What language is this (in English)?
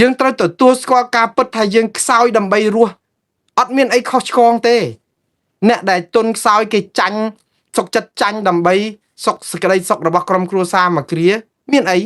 Khmer